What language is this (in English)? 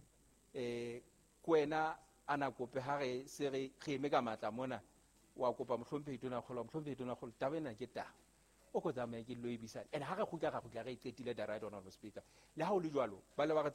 Southern Sotho